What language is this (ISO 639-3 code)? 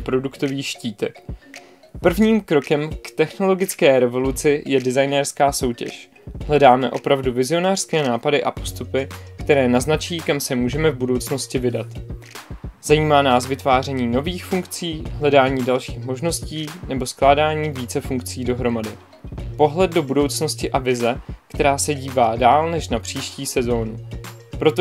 ces